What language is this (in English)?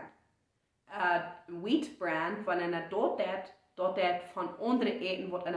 Plautdietsch